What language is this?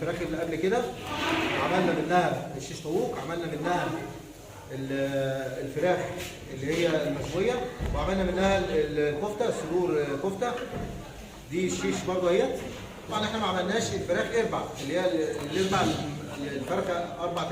Egyptian Arabic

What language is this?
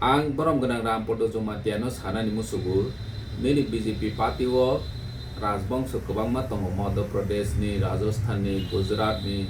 Kok Borok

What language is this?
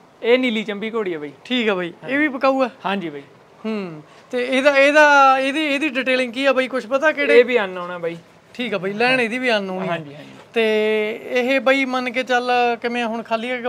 Punjabi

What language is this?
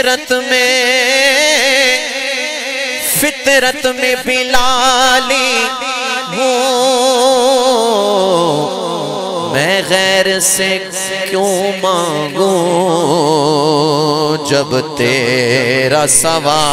Urdu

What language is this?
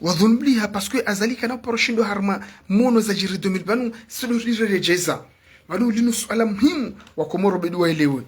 Ngazidja Comorian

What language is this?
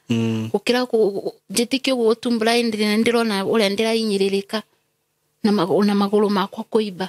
Kikuyu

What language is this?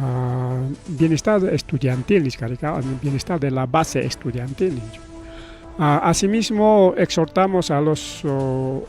Ayacucho Quechua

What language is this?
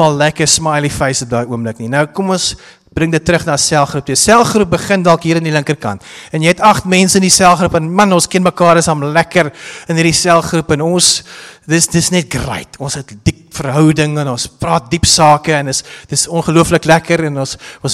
Afrikaans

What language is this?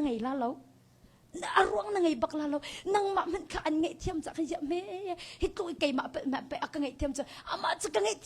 Hakha Chin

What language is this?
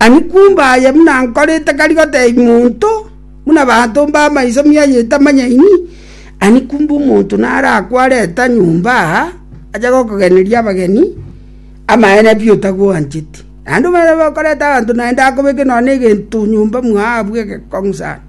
Gusii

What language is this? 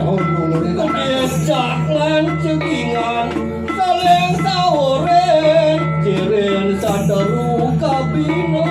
Balinese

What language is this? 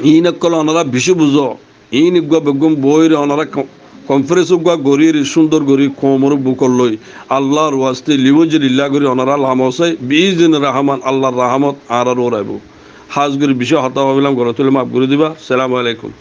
Rohingya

